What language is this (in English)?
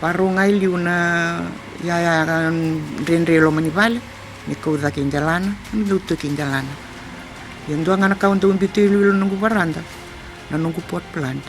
Fijian